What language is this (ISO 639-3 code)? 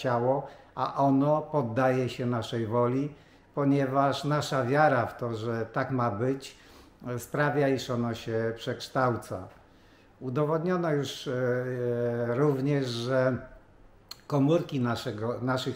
pol